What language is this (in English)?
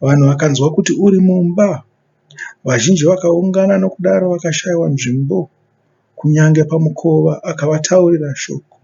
Shona